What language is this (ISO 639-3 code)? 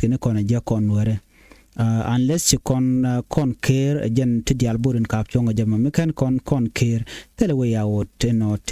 nus